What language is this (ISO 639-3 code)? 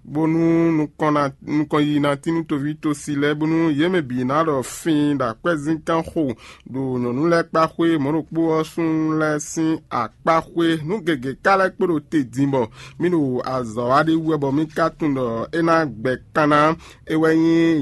fon